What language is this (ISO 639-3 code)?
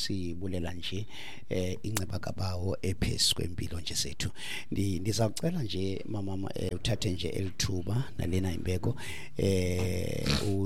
xho